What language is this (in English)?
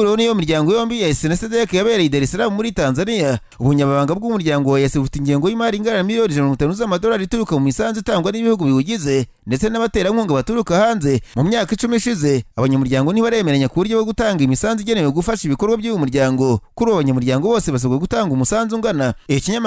Kinyarwanda